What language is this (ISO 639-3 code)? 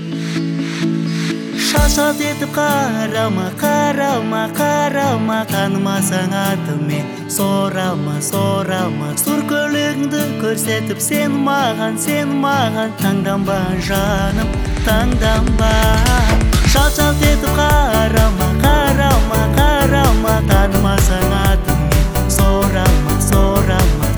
kaz